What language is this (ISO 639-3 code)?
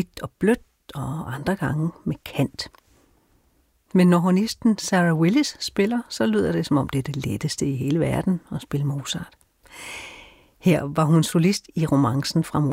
dan